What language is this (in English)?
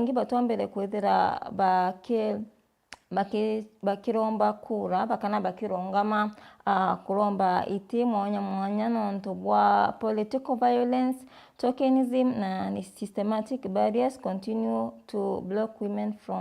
Meru